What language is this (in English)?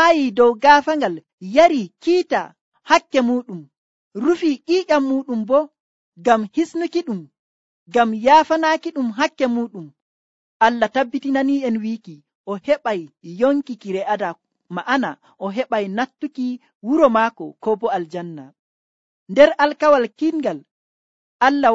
Nigerian Fulfulde